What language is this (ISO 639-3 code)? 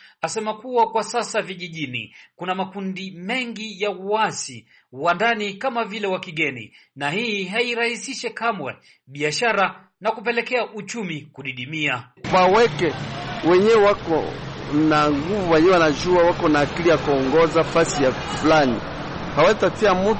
swa